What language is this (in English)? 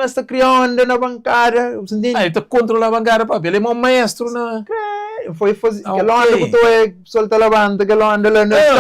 Kabuverdianu